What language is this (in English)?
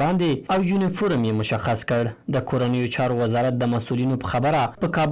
Pashto